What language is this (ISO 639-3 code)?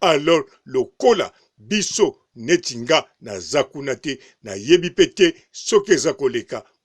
lin